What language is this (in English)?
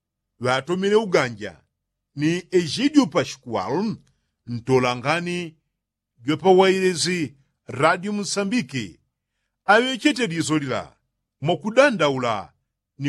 Yao